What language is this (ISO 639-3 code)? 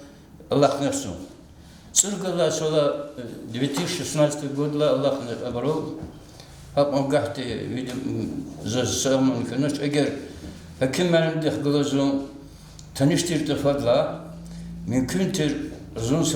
lez